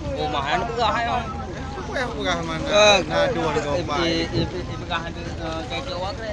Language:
Achinese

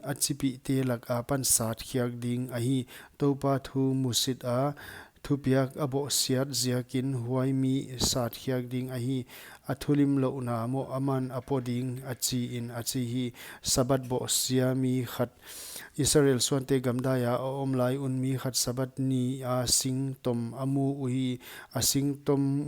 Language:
Paite Chin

